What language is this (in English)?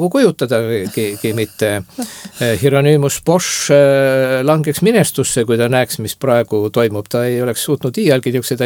Estonian